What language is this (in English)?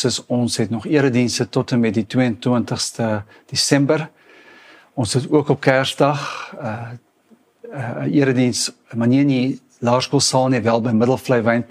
Afrikaans